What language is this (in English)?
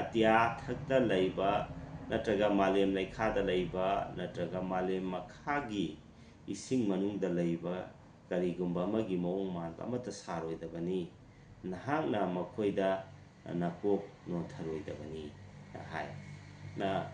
Manipuri